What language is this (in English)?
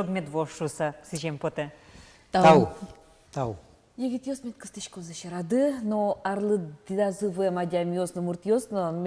Udmurt